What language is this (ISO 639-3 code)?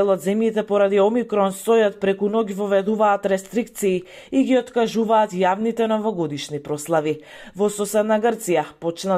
mkd